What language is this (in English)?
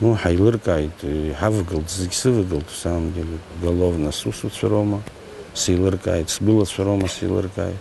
Abkhazian